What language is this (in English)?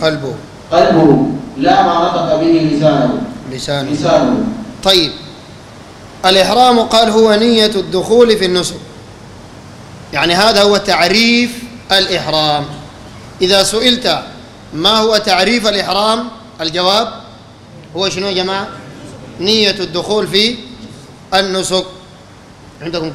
Sudanese Arabic